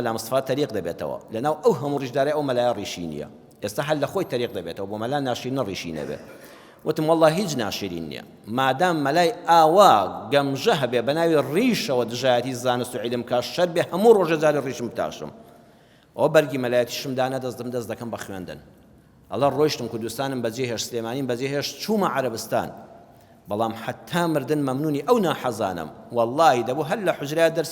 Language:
Central Kurdish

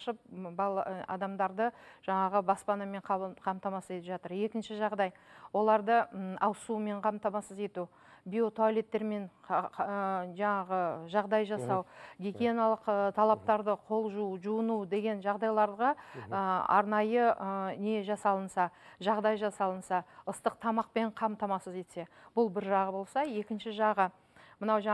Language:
Kazakh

